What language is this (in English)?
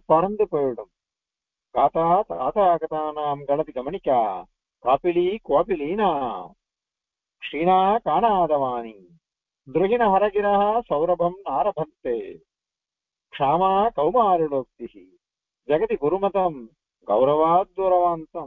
Tamil